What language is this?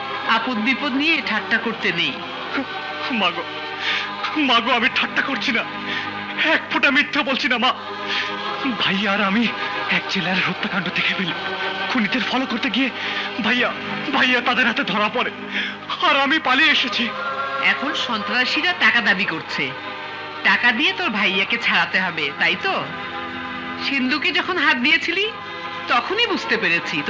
Bangla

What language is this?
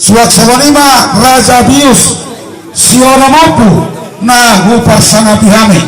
Batak Toba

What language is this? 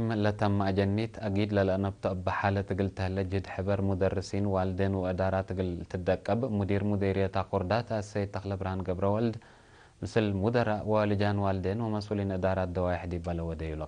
Tigre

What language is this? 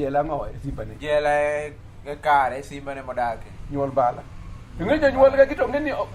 Luo (Kenya and Tanzania)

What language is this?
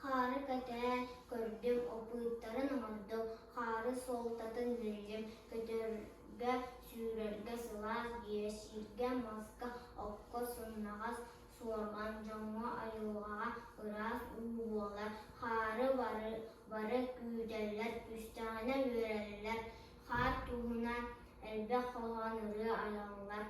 Yakut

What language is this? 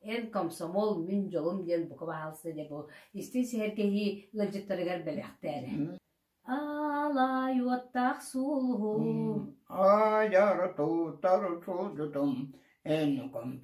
Yakut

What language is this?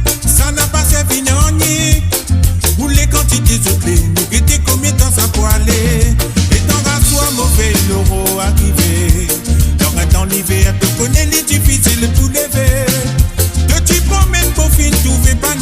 Morisyen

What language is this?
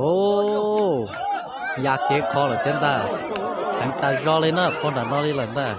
Hmong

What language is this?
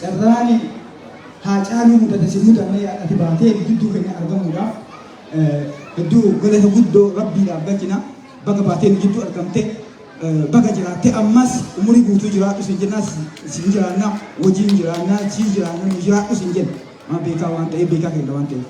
Oromo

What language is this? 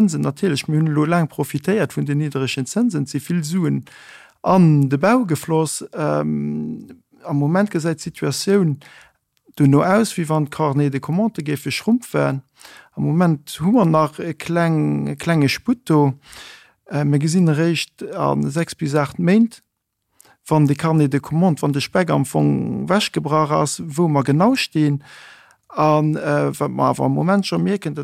Luxembourgish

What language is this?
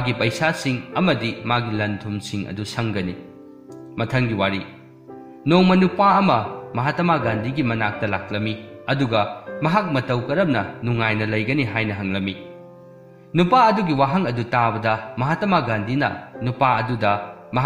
Manipuri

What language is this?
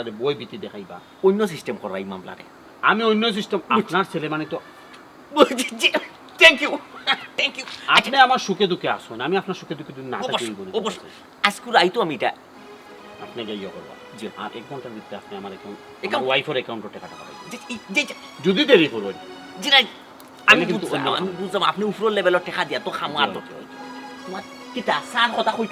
Sylheti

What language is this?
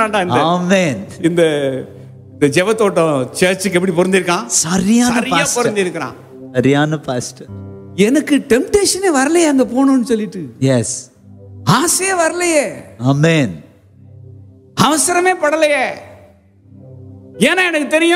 Tamil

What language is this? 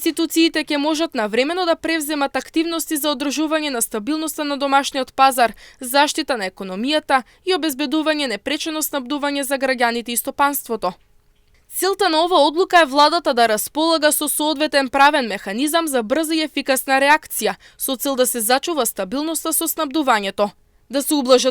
Macedonian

